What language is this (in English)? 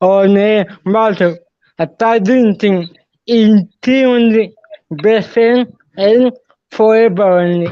Hmar